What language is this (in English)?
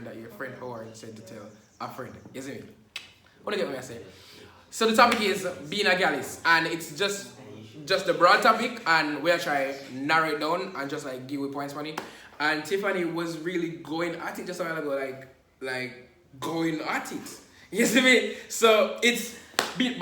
Jamaican Creole English